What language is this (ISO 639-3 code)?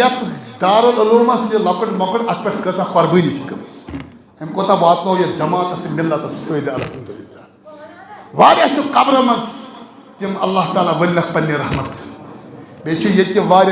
kas